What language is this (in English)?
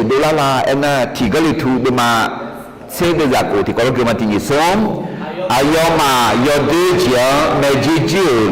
Akha